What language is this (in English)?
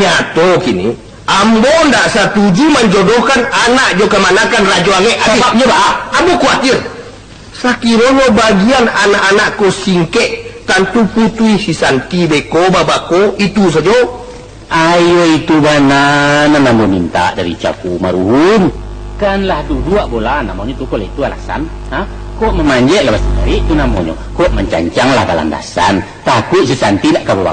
Minangkabau